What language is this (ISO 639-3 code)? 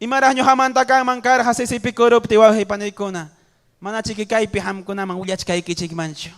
quy